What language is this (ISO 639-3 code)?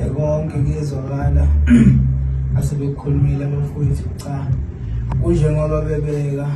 zul